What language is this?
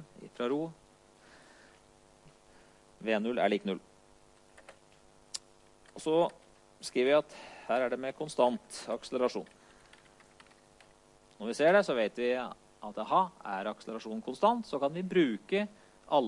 Norwegian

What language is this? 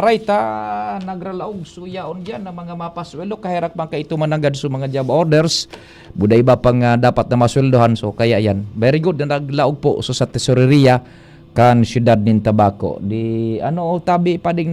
Bikol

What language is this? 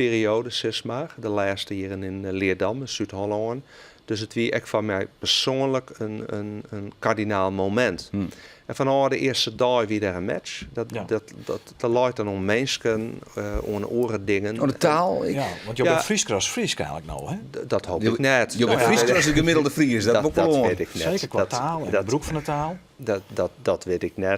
Western Frisian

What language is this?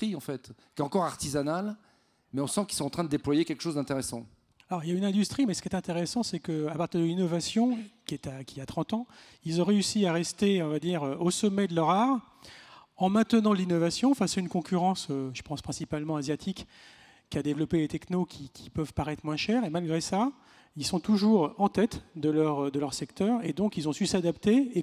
French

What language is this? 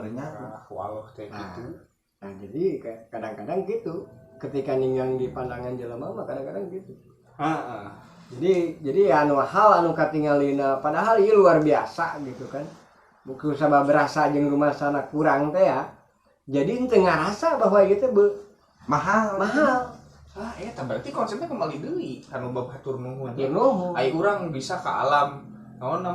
Sundanese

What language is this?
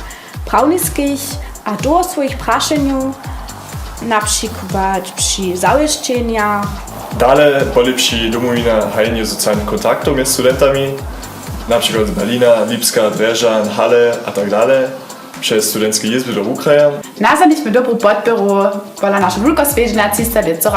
Upper Sorbian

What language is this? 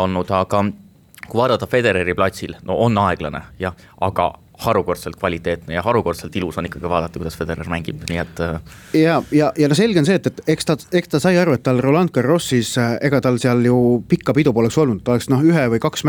Estonian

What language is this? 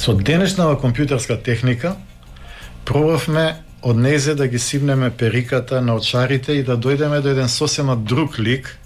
Macedonian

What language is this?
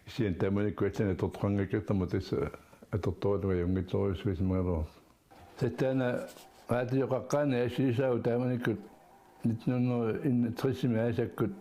Kalaallisut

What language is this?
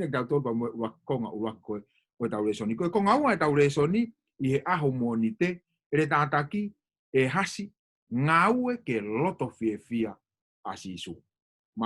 Tongan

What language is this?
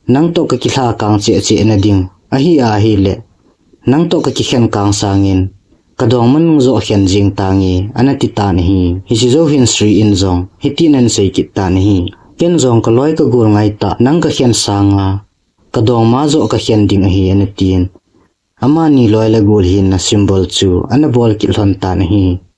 Thado Chin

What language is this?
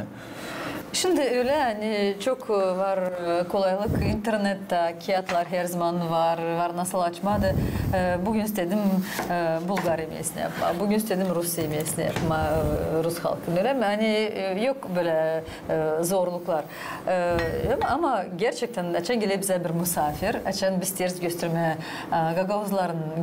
Gagauz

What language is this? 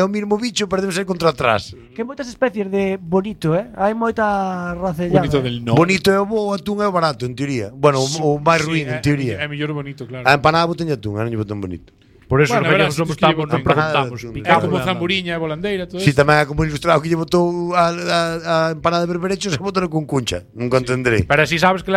Galician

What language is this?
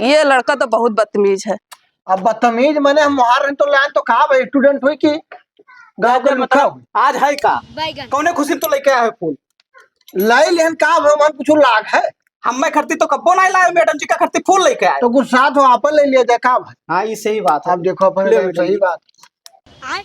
Awadhi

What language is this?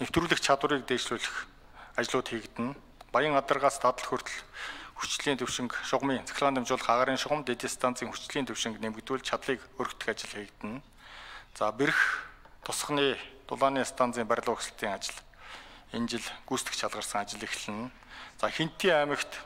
Mongolian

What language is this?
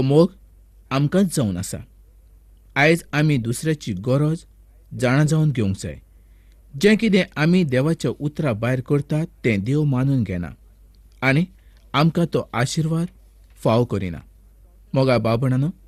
Konkani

